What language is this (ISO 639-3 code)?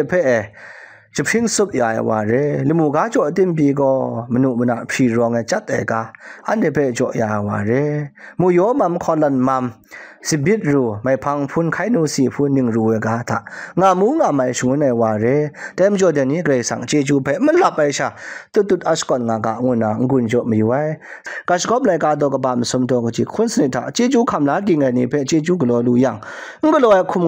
kac